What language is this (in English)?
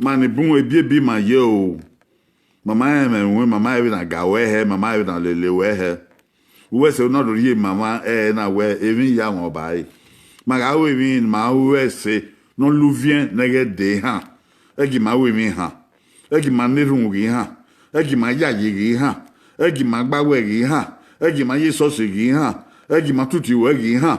Bini